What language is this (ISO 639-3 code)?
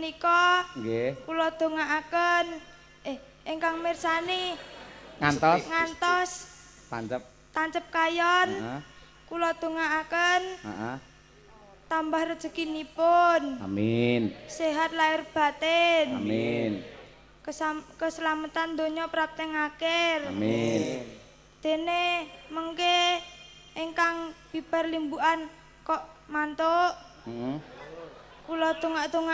jav